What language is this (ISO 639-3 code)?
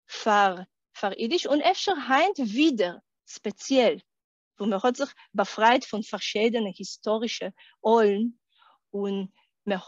yid